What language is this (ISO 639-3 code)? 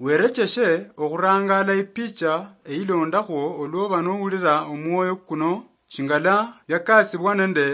luy